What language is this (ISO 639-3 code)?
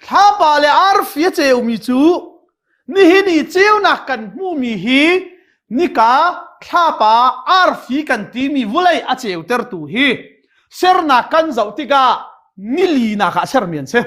cnh